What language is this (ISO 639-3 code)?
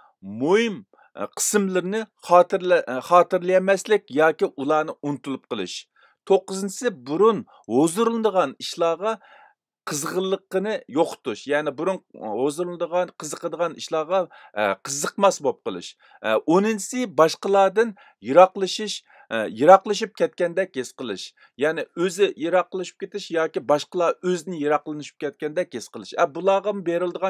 uig